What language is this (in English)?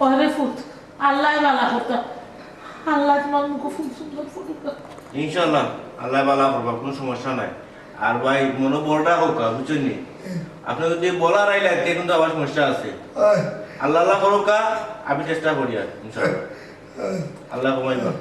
Sylheti